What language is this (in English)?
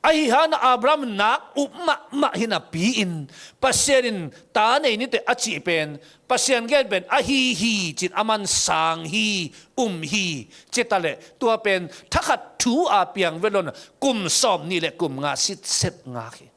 Tedim Chin